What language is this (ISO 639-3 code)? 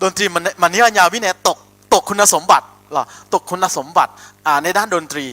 ahk